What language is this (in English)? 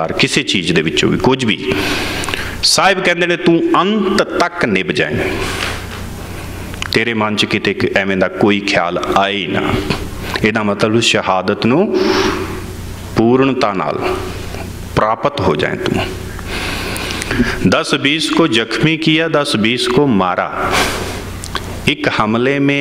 Punjabi